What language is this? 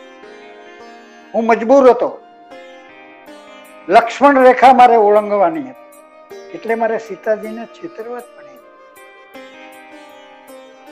Gujarati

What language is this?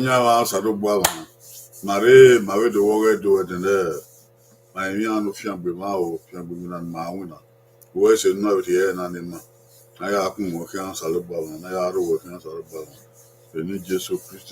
Bini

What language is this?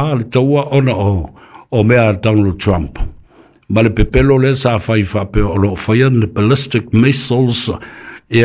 Samoan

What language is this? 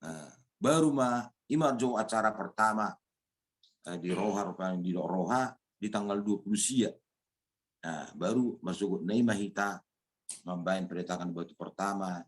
Batak Toba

